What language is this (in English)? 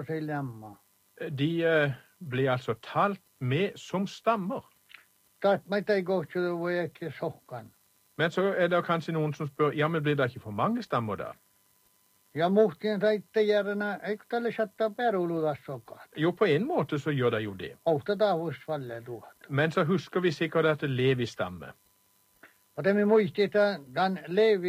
Norwegian